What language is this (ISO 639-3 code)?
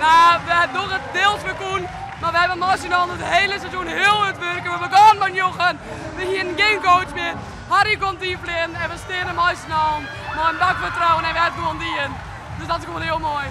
fry